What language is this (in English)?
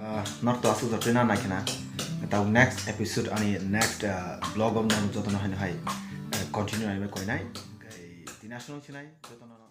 Kok Borok